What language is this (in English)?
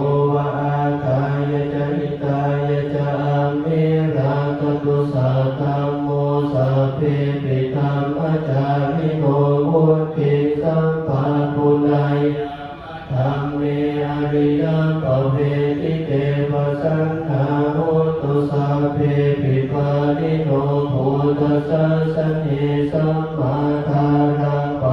Pali